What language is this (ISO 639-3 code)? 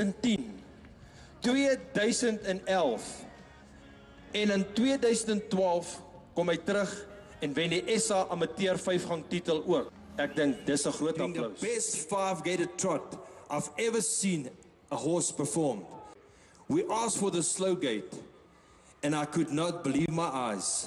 afr